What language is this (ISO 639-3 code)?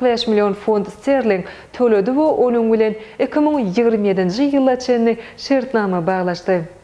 tuk